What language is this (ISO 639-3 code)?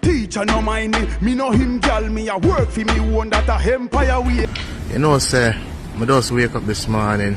jam